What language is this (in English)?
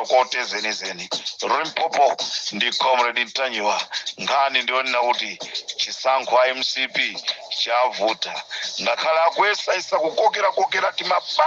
Nyanja